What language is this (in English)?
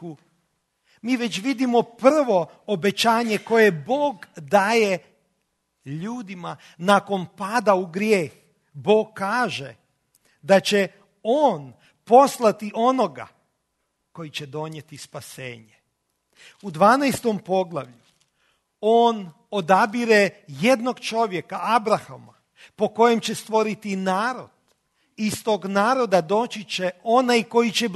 Croatian